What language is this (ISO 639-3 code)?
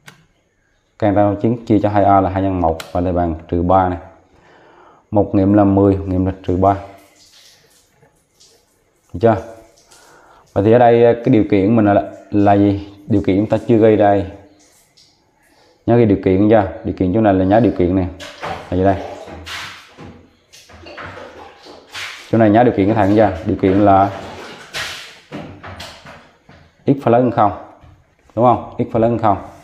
vie